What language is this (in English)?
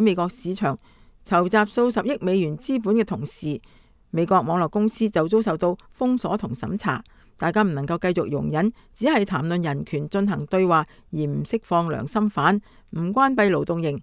Cantonese